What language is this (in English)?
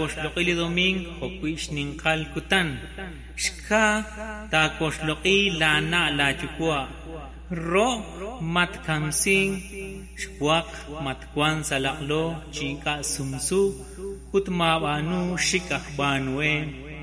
Kekchí